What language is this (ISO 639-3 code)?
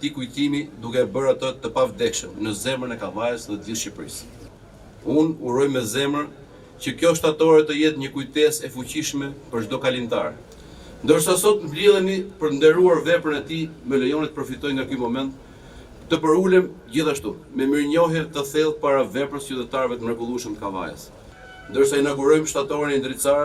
sqi